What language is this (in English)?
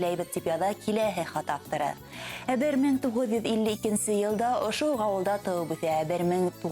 Bashkir